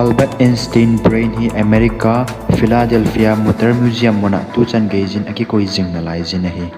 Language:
Thado Chin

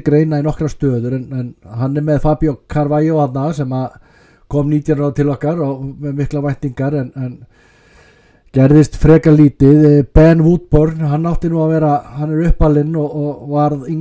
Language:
Icelandic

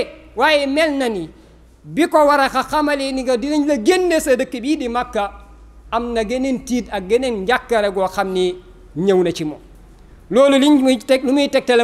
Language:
Wolof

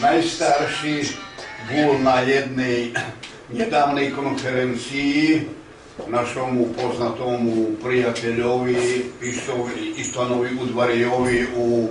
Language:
Rusyn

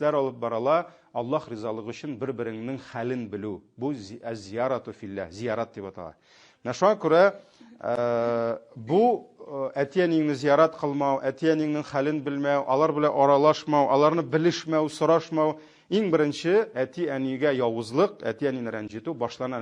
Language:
Tatar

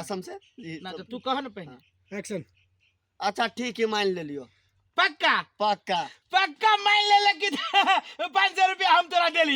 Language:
Maithili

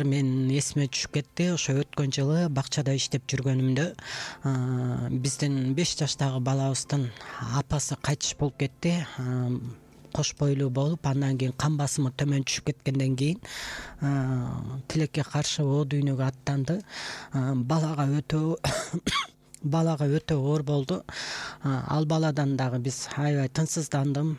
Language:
Kyrgyz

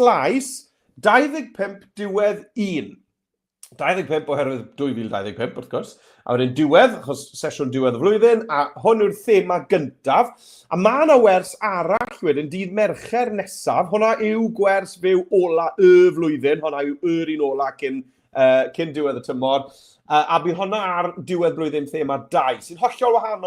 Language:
Welsh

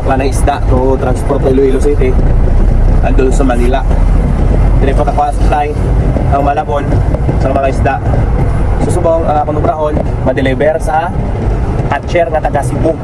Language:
Hiligaynon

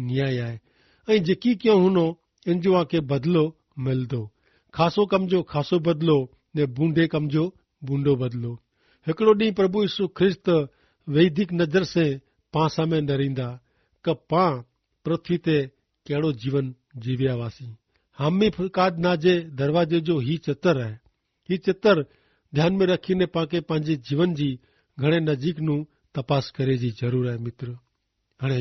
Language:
Kachhi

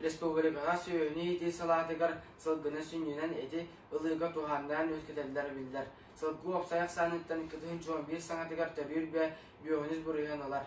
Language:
Yakut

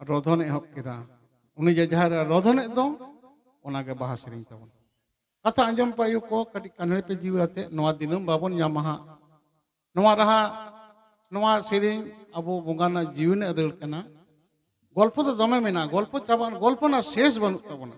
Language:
Santali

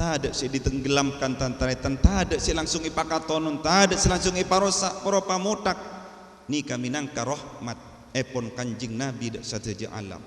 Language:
Madurese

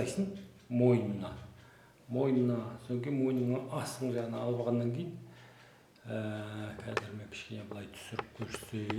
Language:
Kazakh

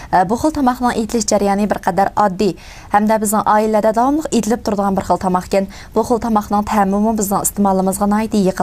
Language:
Uyghur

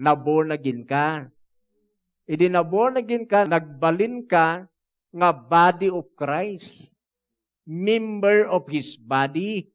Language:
Iloko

